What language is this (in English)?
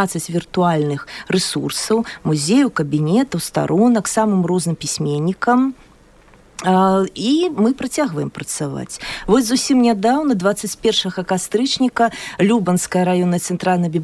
Belarusian